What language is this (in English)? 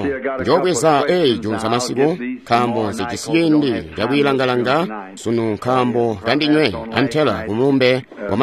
Tonga (Zambia)